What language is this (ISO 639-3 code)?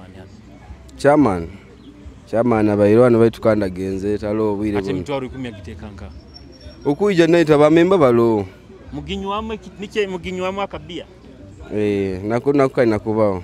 ttj